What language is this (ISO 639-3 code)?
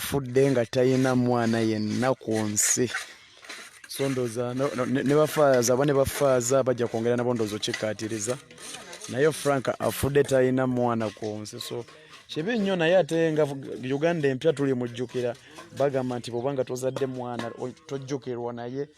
lug